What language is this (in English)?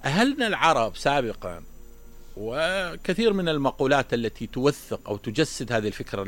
Mesopotamian Arabic